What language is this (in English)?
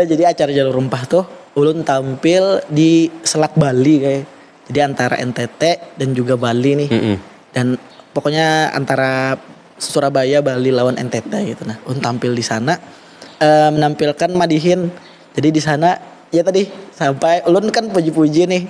Banjar